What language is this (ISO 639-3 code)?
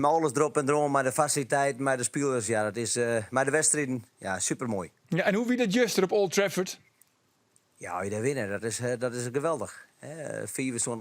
fry